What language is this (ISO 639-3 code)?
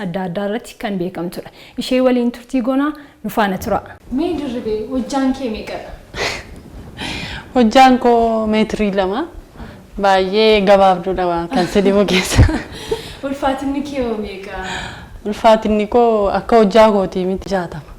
orm